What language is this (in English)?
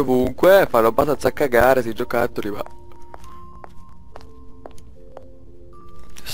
Italian